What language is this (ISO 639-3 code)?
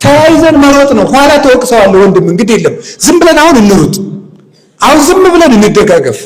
amh